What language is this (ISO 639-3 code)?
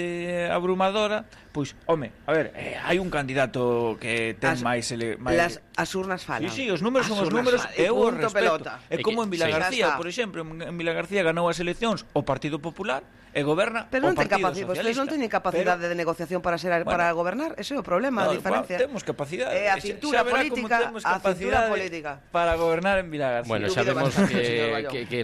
glg